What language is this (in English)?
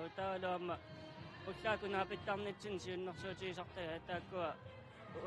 Kalaallisut